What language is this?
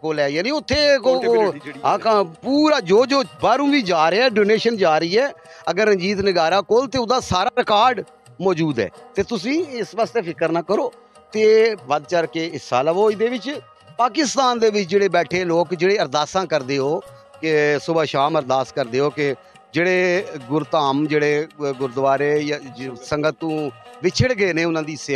Punjabi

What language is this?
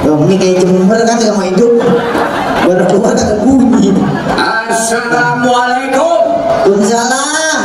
Betawi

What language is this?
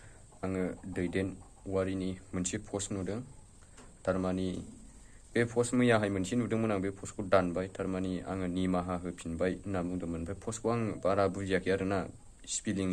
Bodo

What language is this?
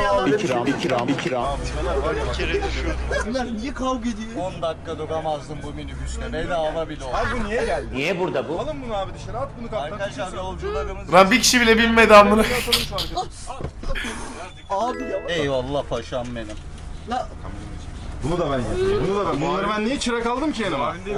Turkish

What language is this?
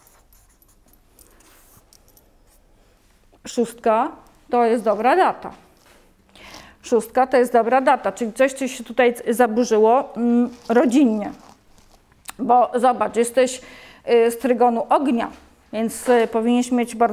Polish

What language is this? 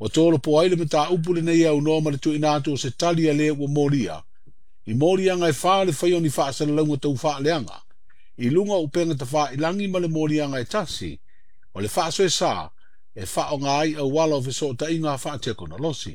Samoan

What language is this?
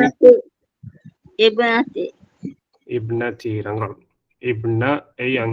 Divehi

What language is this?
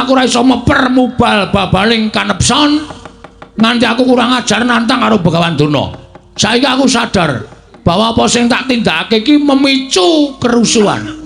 Javanese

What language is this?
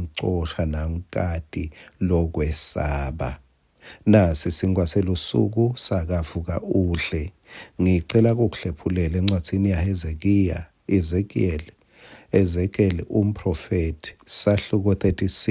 Swati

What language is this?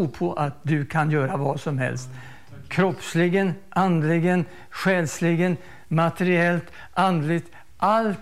Swedish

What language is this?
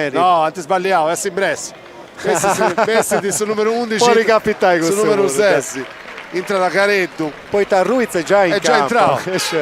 Sardinian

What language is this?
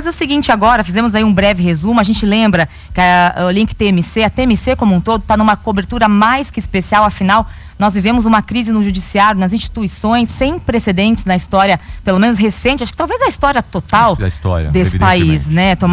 Portuguese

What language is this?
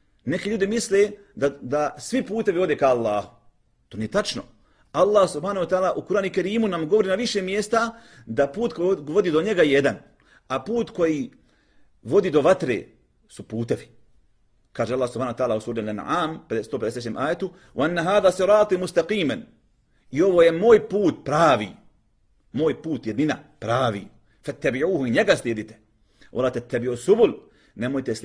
Bosnian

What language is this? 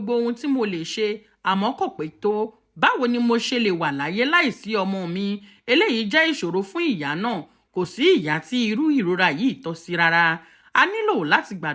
Yoruba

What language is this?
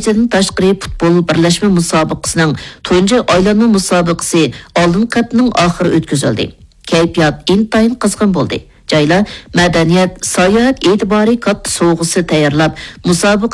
Uyghur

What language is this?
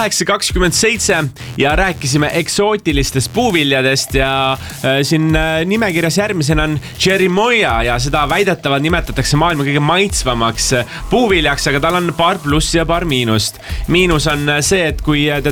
Estonian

